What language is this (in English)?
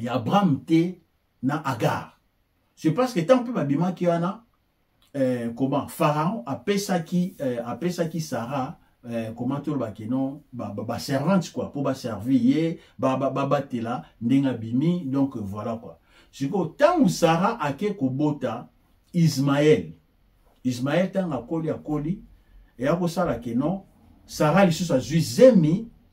Lingala